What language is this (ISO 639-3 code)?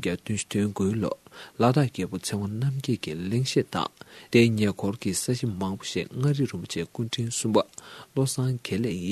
bod